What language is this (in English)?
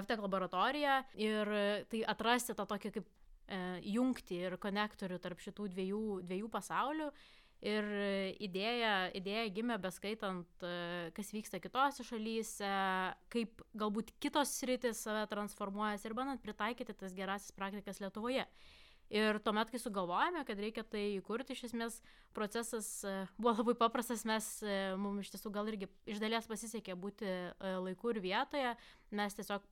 Lithuanian